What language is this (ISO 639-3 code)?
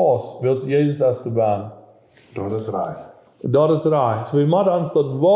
pdt